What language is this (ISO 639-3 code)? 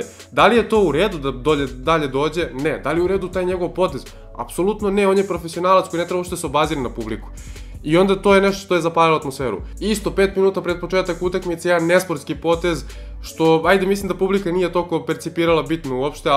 srp